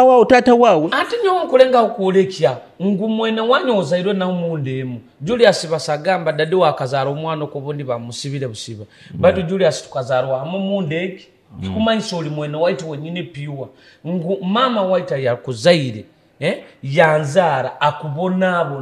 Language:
Nyoro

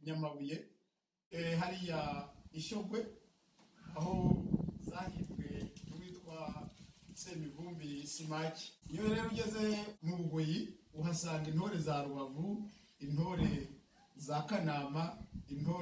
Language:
Kinyarwanda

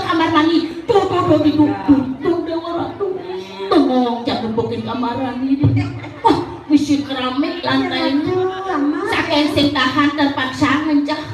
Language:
Balinese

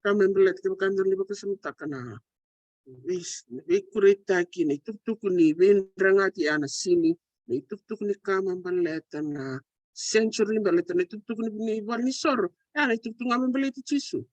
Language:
Fijian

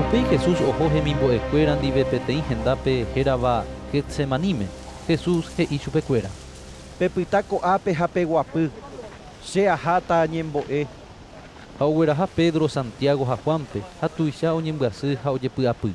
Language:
Guarani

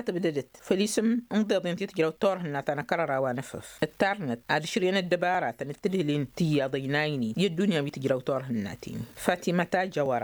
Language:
Tamasheq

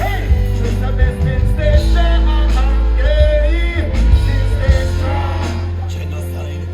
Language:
Jamaican Creole English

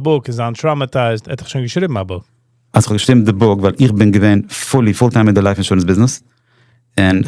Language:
Yiddish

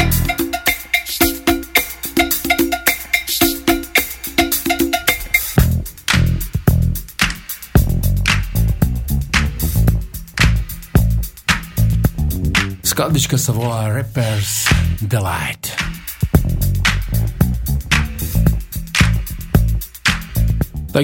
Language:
Slovak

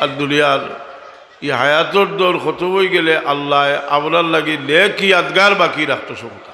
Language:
Sylheti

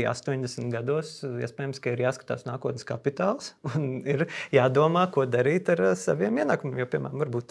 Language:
Latvian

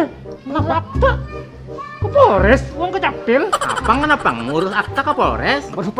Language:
Banjar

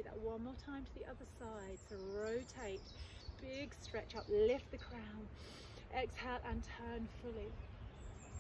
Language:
English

